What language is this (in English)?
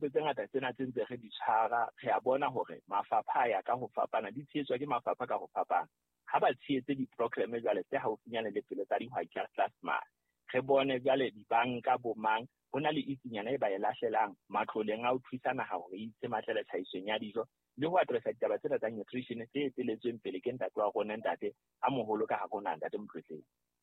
Southern Sotho